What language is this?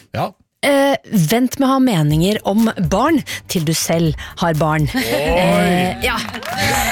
Norwegian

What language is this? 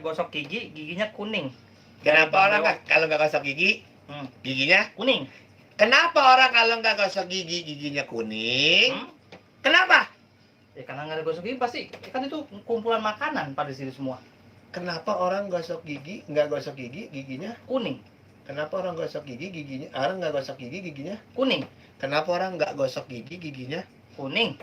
Betawi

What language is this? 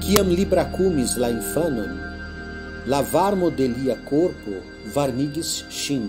Esperanto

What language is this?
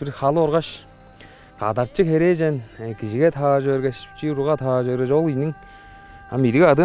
Tuvinian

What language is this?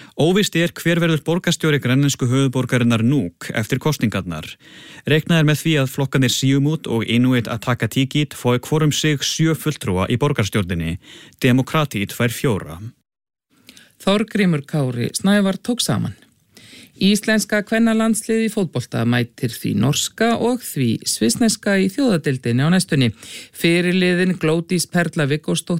Icelandic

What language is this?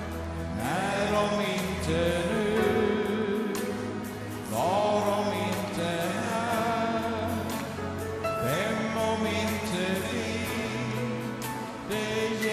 Swedish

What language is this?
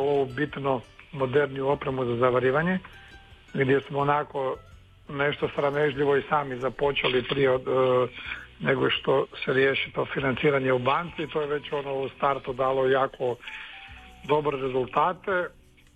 Croatian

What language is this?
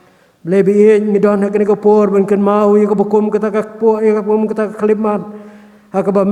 Khasi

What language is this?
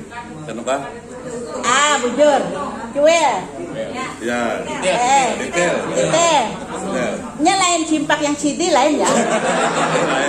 Banjar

